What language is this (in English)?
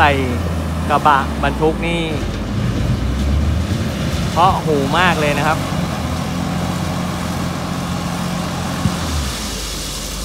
Thai